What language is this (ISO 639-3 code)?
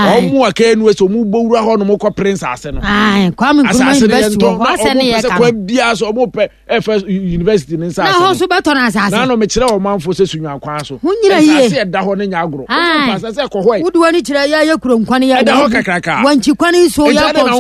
aka